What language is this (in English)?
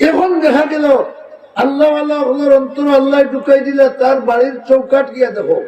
Sylheti